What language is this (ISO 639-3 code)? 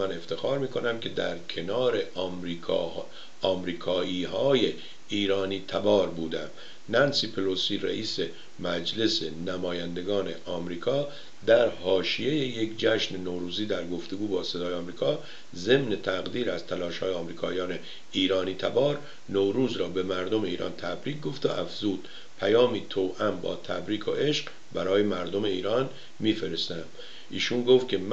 fas